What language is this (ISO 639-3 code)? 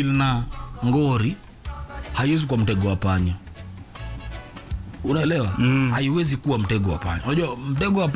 swa